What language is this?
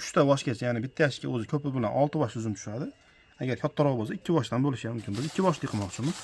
Uzbek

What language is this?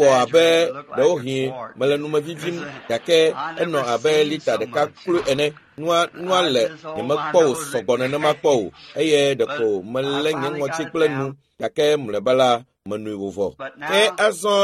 Ewe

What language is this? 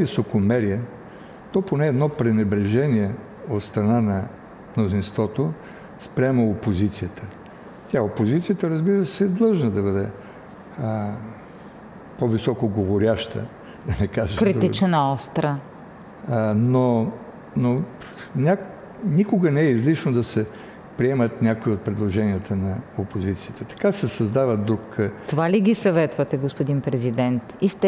Bulgarian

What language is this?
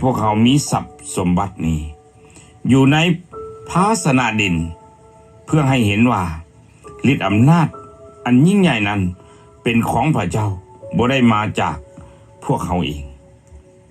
Lao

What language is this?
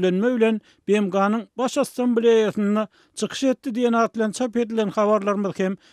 Turkmen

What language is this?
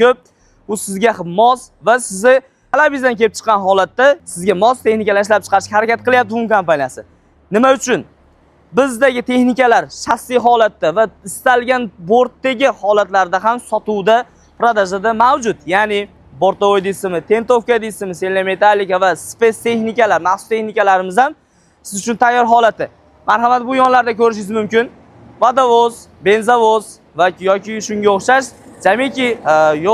Uzbek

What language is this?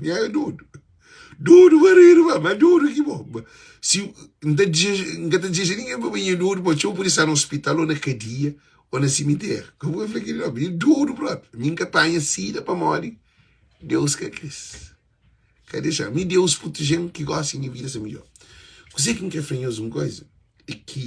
Kabuverdianu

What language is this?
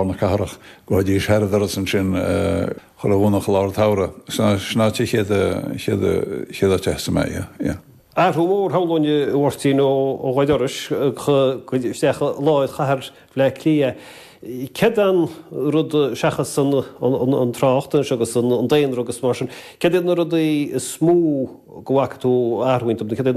Irish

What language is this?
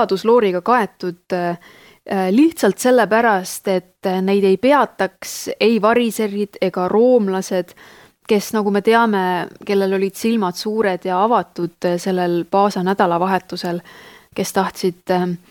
Estonian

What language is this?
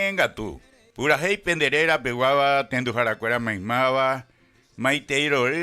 Guarani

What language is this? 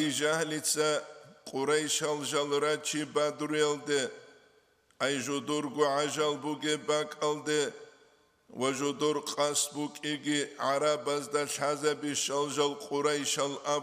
Avaric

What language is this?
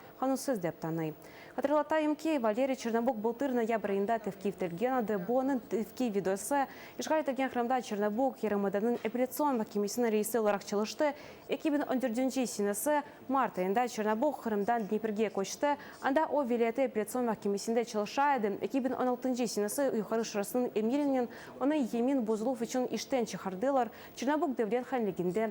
Crimean Tatar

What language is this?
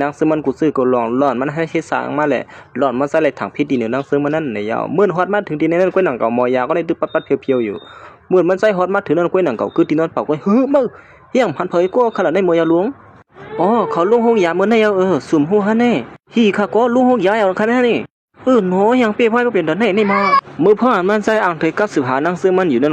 Shan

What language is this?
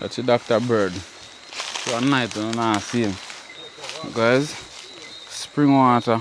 Jamaican Creole English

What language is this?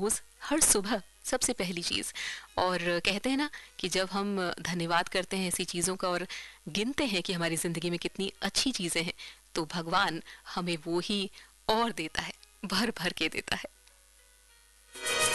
Hindi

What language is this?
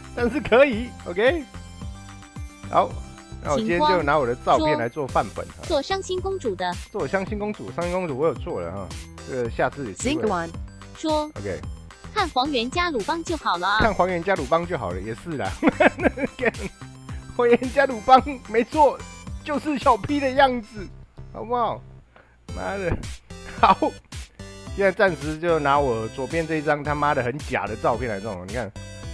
Chinese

